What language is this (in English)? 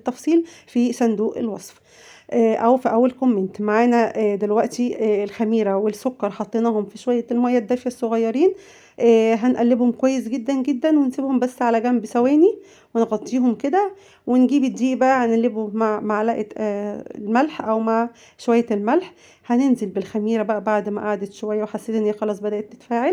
Egyptian Arabic